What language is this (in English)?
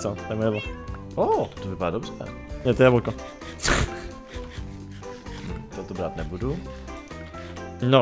Czech